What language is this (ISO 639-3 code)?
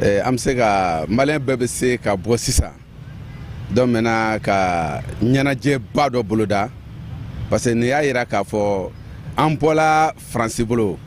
bam